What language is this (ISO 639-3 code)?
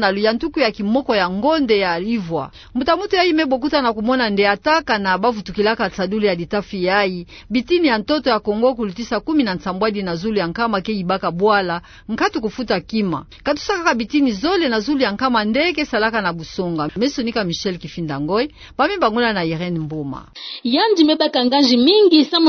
ktu